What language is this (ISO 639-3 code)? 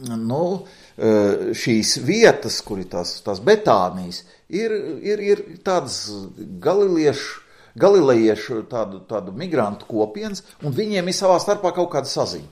lav